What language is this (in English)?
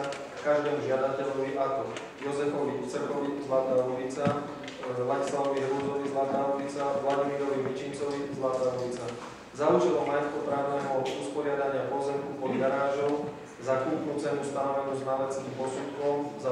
Slovak